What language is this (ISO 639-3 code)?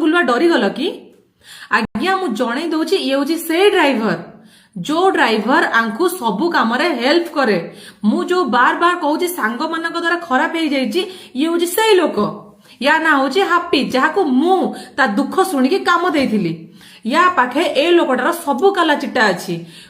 ori